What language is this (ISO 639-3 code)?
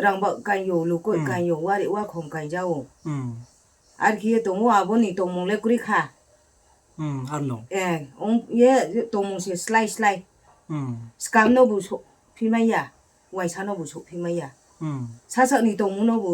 ria